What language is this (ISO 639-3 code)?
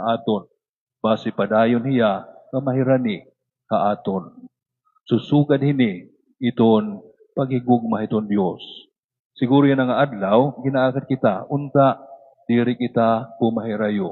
war